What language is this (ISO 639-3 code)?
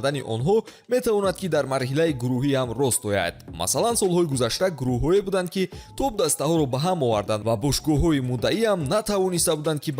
tgk